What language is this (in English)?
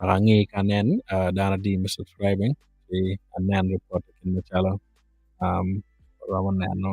Acoli